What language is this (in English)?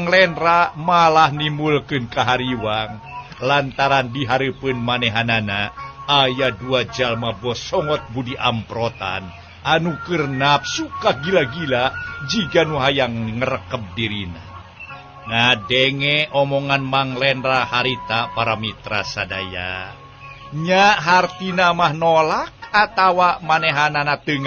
Sundanese